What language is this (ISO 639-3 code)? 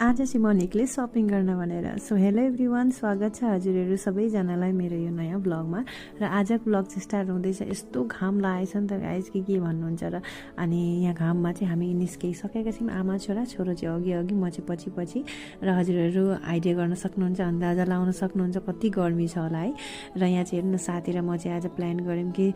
nep